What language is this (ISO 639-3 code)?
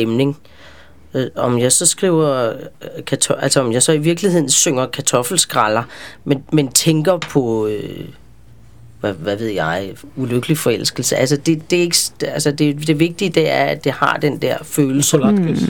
dan